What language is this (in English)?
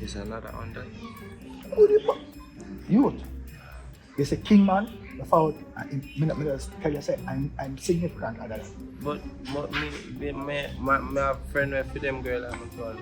Jamaican Creole English